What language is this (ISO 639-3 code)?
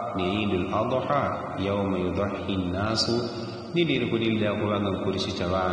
yao